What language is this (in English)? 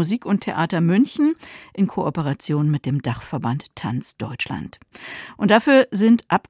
German